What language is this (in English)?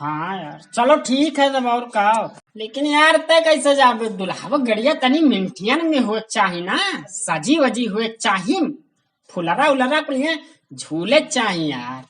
Awadhi